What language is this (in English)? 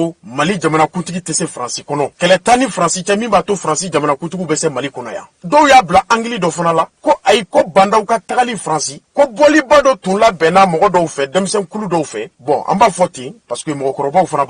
Bambara